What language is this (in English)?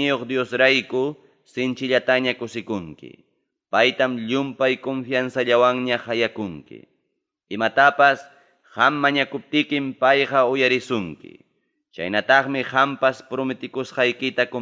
Ayacucho Quechua